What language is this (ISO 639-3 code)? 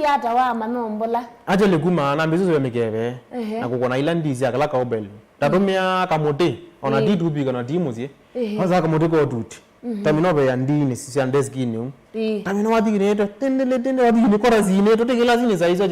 kam